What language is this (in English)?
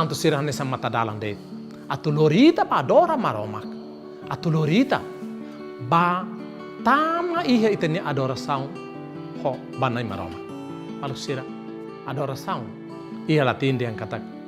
Tetum